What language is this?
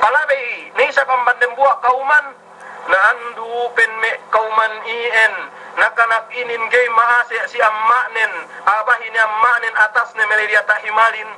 Yakan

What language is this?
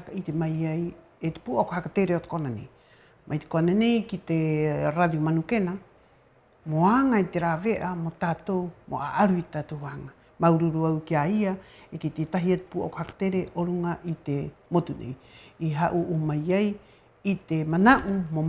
Rapanui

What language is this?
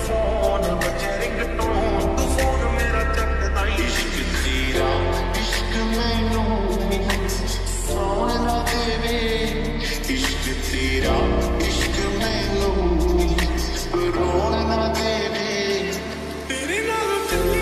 Punjabi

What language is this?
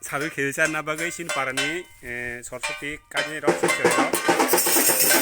Kok Borok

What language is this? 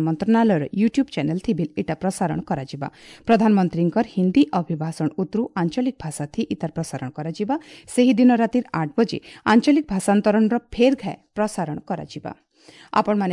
Odia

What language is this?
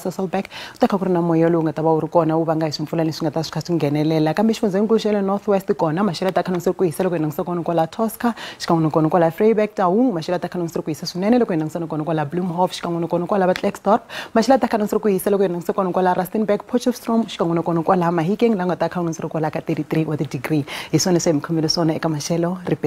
Tsonga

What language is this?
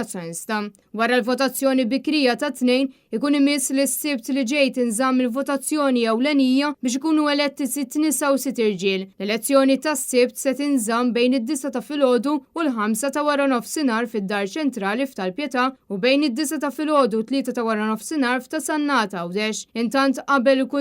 Maltese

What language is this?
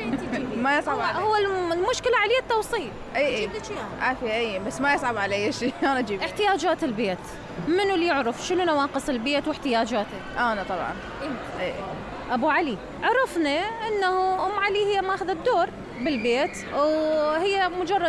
Mesopotamian Arabic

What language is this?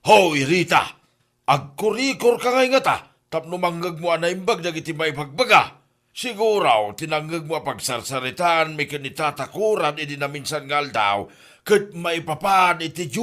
Iloko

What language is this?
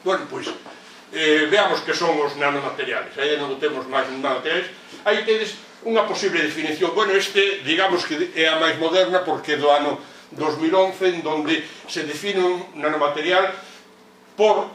Galician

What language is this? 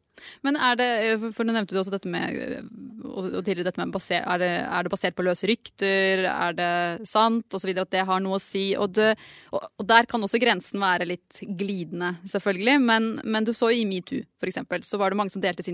Norwegian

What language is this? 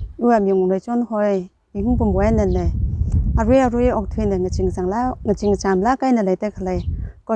Tangkhul Naga (India)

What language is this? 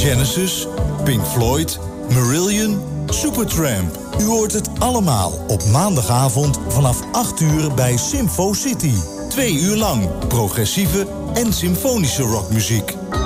Dutch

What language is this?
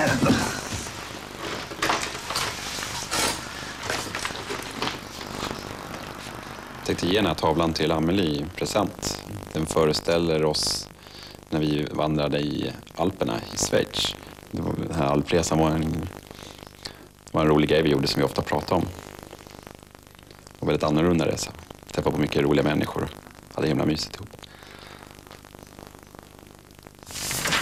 Swedish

